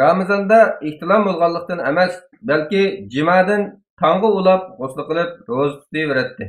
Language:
Uyghur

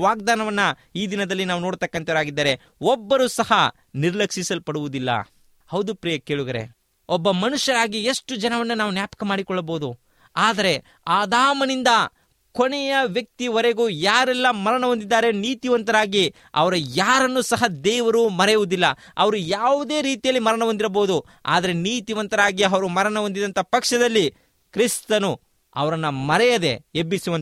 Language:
Kannada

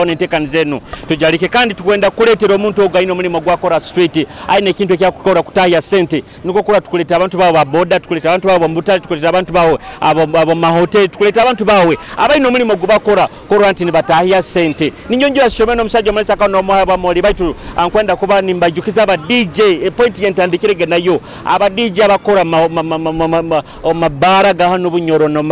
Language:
Nyoro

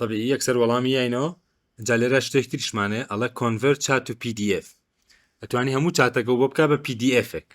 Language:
Central Kurdish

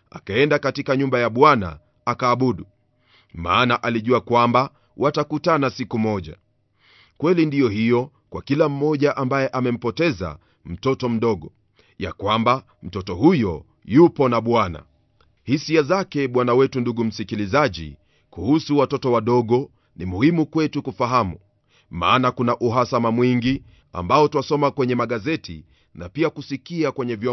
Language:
Swahili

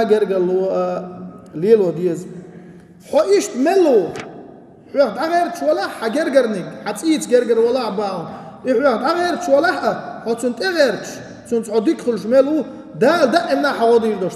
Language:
Chechen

